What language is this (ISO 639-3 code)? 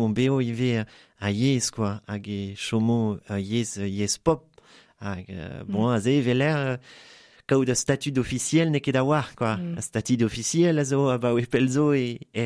bre